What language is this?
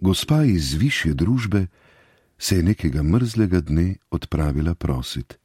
Slovenian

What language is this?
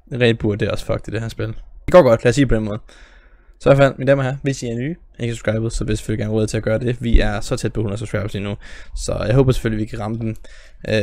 Danish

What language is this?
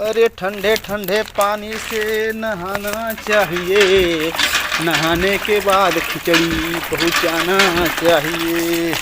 Awadhi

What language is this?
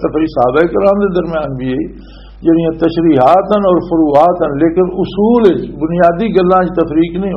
Western Panjabi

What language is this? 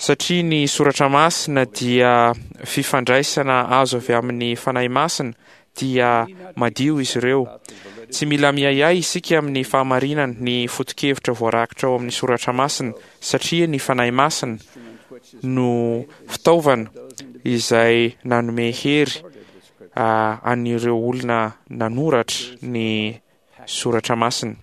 Malagasy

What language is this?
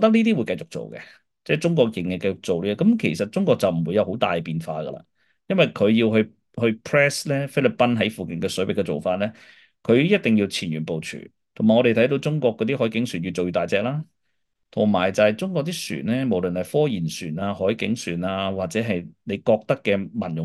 Cantonese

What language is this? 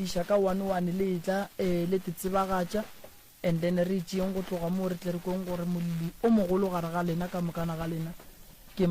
Northern Sotho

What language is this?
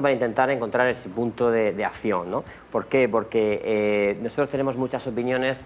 Spanish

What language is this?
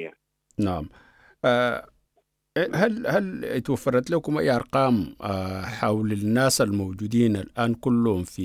Sudanese Arabic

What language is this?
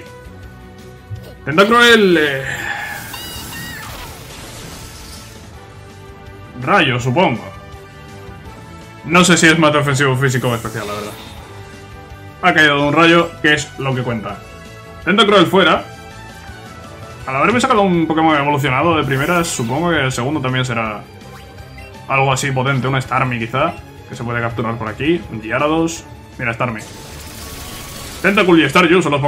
Spanish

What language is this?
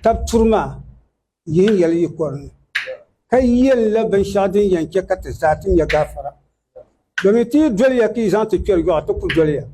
Dagbani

